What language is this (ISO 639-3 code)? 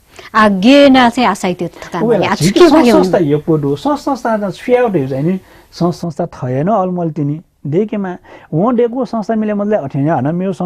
new